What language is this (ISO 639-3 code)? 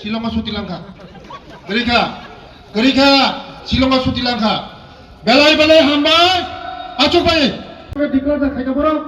trp